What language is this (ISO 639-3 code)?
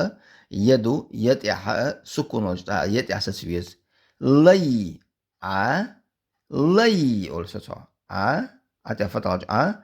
che